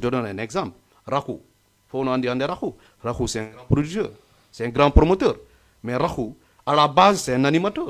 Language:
Fula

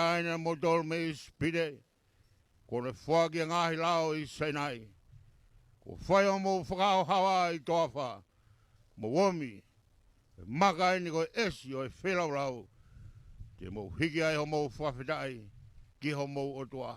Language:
Tongan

